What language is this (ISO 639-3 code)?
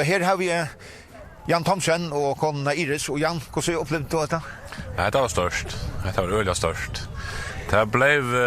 fao